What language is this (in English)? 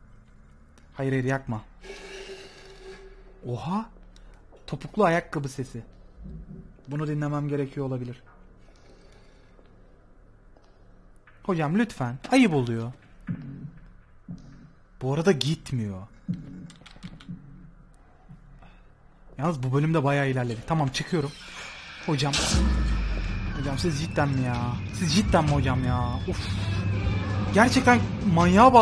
Turkish